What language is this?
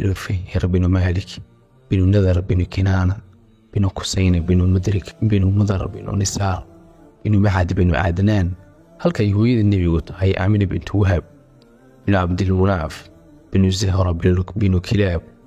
Somali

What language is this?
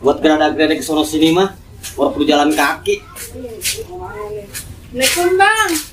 Betawi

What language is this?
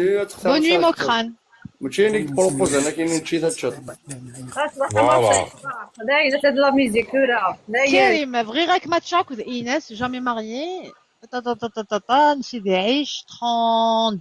Kabyle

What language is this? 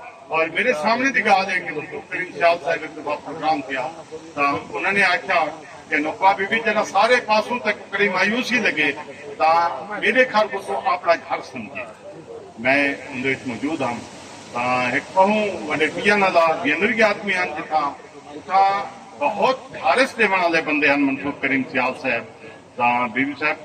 Saraiki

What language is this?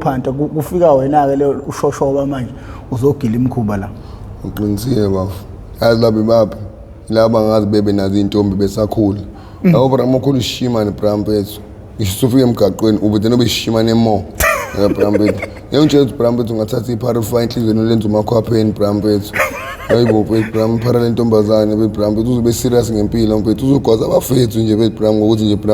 Zulu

